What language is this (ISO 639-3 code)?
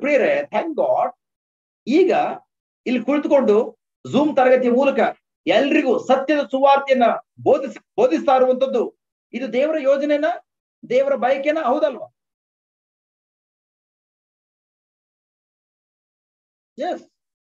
kan